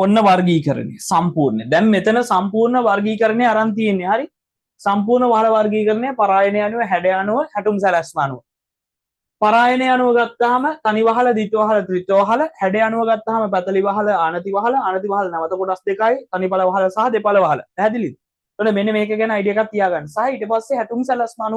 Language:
Sinhala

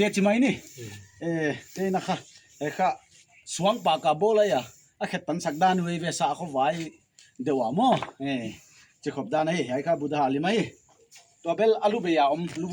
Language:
Paite Chin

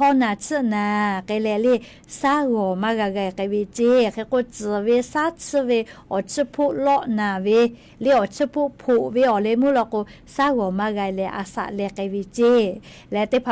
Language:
Lahu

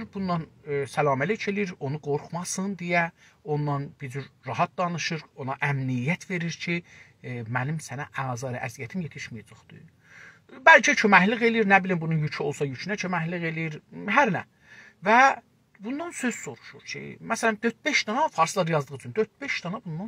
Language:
South Azerbaijani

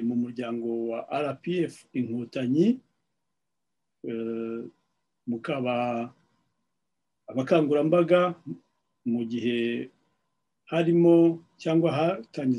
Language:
Kinyarwanda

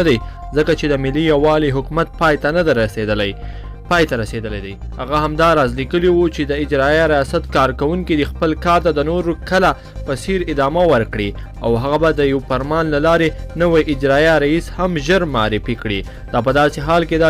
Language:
Pashto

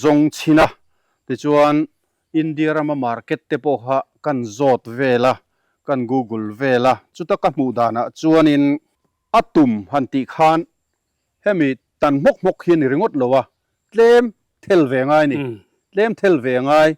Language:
Mizo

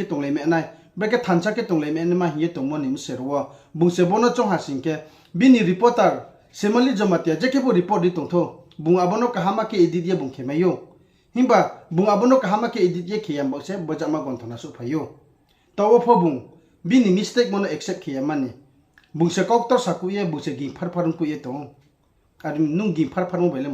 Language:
Riang (India)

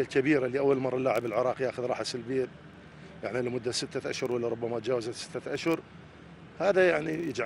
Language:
Mesopotamian Arabic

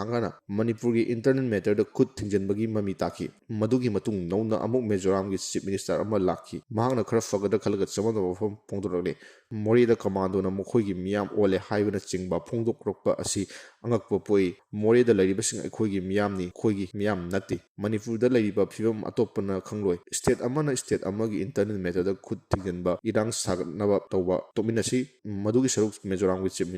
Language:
Manipuri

